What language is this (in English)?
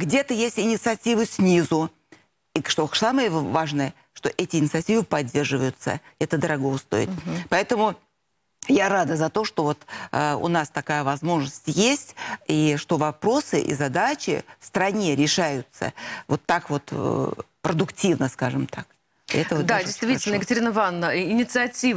Russian